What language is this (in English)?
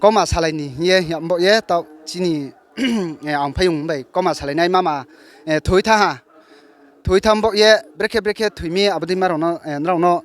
Riang (India)